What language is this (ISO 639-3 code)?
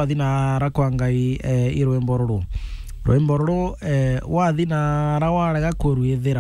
mer